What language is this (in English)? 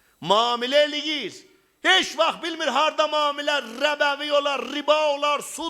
South Azerbaijani